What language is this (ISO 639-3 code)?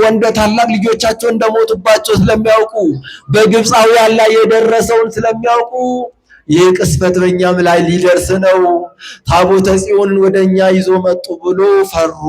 amh